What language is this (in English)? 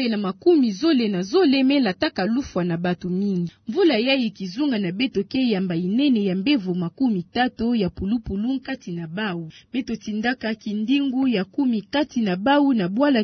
Kituba (Democratic Republic of Congo)